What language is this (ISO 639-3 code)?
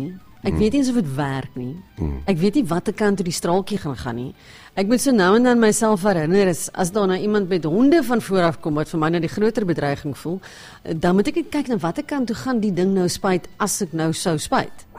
afr